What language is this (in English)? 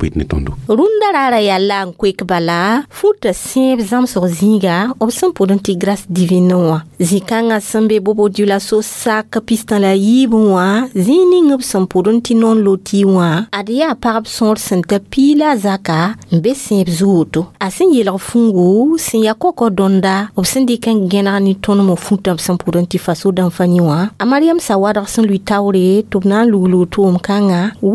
Mossi